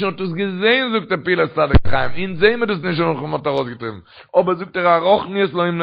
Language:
Yiddish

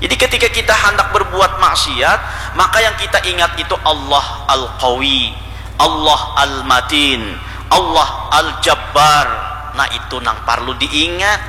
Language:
Banjar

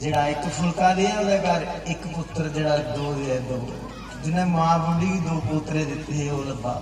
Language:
Dogri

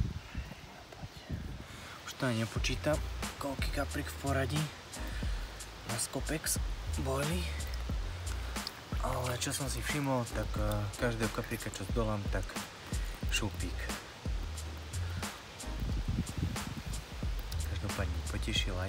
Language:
Slovak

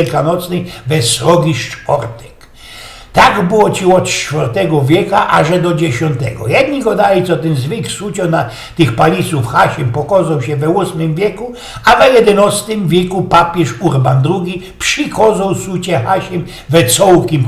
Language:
Silesian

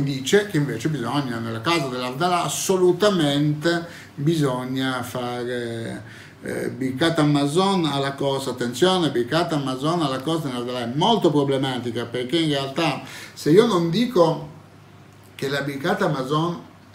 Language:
Italian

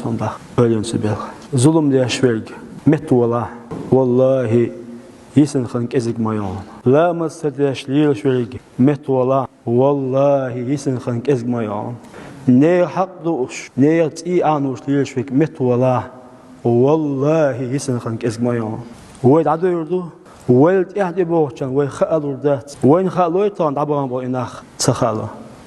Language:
Chechen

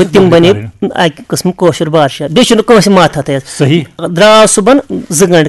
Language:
Kashmiri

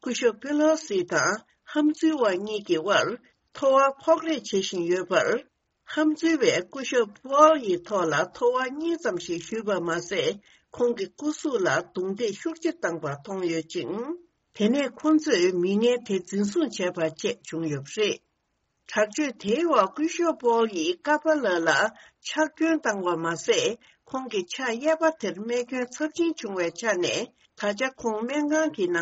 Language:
Tibetan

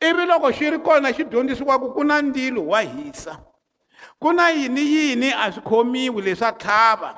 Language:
Tsonga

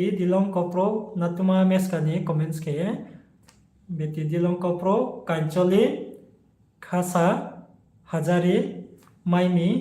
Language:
Riang (India)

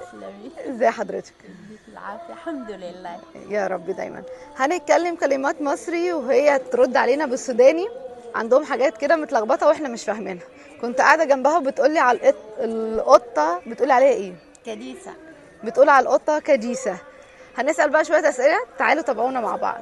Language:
Egyptian Arabic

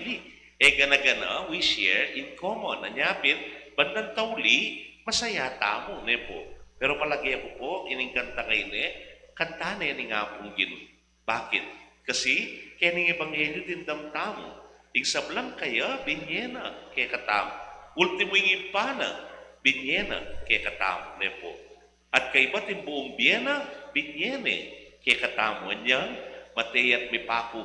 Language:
Pampanga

